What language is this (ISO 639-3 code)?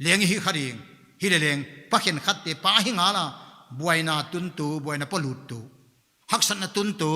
pck